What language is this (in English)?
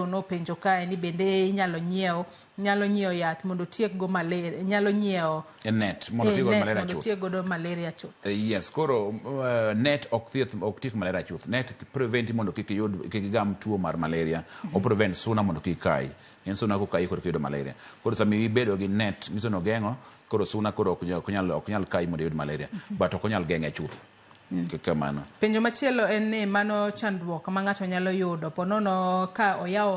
Luo (Kenya and Tanzania)